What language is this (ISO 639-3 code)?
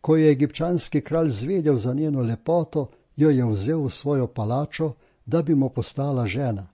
slv